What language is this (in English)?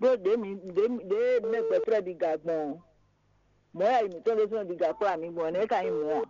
Fon